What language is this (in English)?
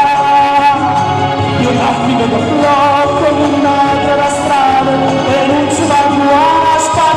Neapolitan